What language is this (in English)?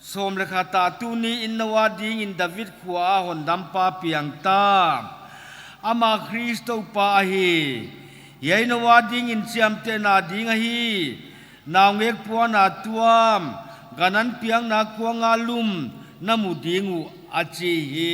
Paite Chin